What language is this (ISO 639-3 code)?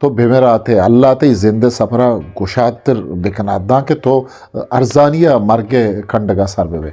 bgp